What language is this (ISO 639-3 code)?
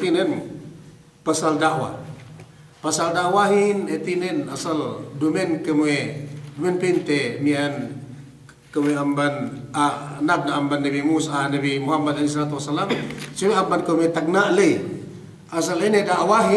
yka